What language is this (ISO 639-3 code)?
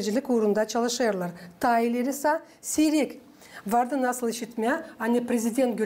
gag